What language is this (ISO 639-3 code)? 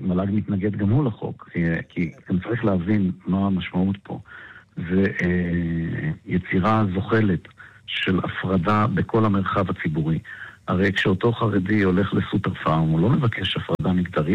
heb